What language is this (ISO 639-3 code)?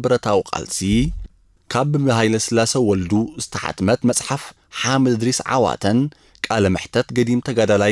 tir